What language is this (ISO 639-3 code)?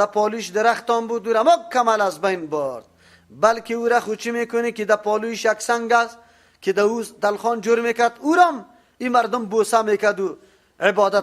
fas